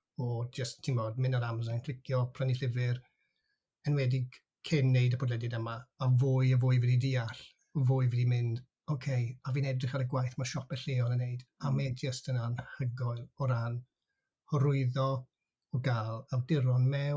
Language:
Welsh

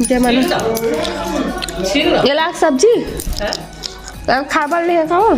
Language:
Chhattisgarhi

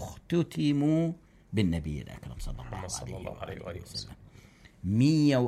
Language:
Mesopotamian Arabic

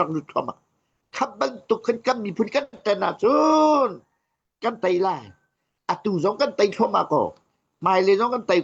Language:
Hakha Chin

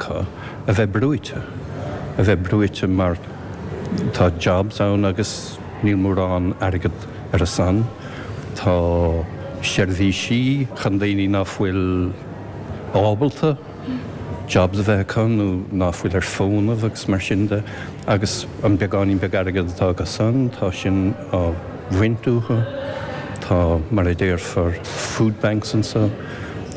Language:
Irish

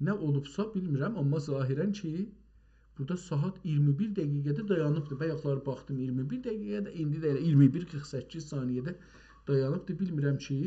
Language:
South Azerbaijani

